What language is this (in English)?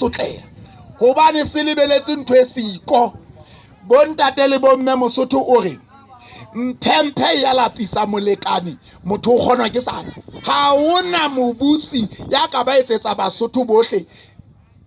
Southern Sotho